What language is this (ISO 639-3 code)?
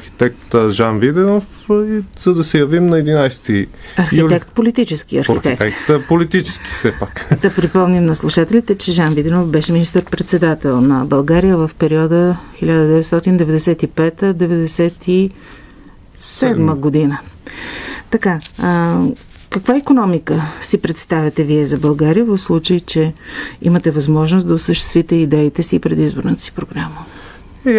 bul